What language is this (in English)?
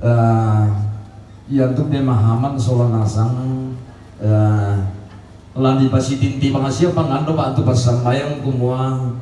Toraja-Sa'dan